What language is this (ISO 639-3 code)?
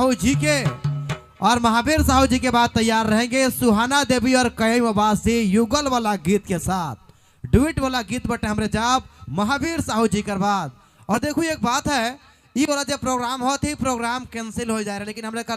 sck